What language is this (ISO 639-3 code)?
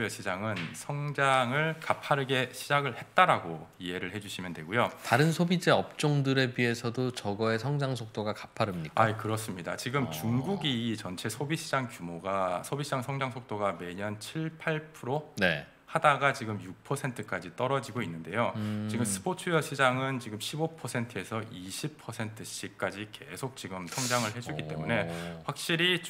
kor